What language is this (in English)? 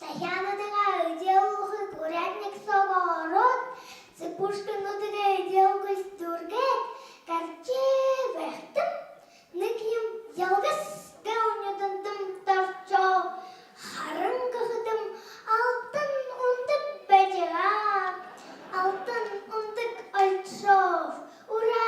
Buriat